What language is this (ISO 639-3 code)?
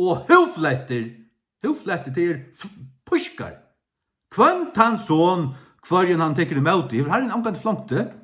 fao